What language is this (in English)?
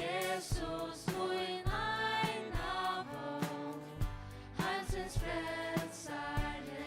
Faroese